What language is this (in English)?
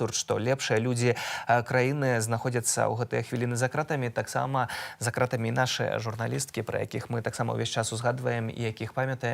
Belarusian